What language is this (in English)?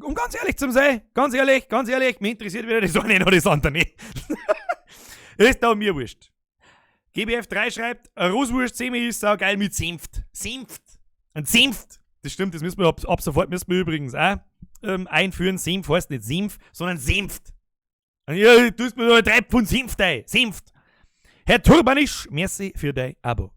Bavarian